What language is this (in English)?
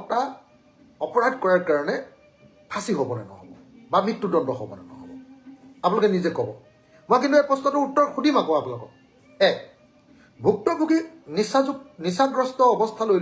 Assamese